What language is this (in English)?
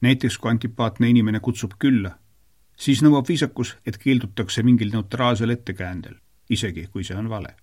Estonian